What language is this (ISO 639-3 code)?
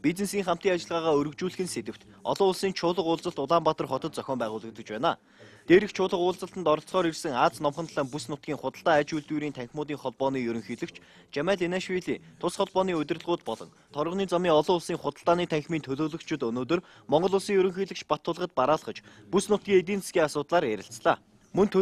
mon